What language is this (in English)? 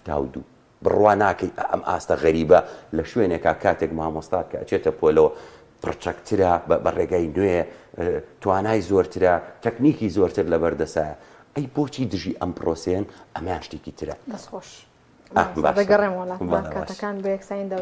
Central Kurdish